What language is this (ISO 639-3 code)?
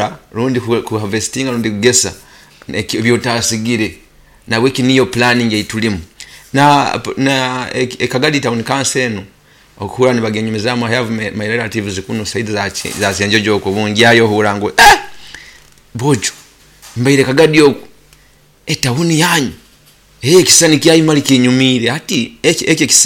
nyo